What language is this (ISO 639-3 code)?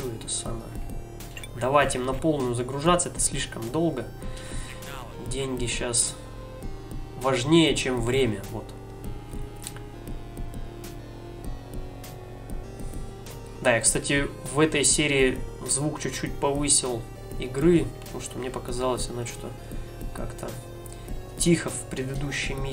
rus